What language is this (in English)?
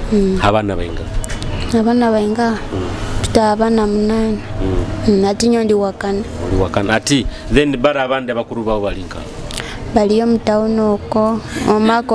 Nyoro